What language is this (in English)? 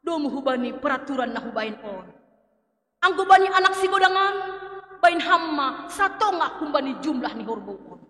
Batak Simalungun